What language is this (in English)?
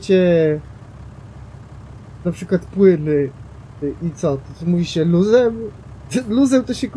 Polish